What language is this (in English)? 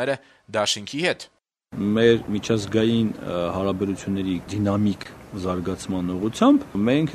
Armenian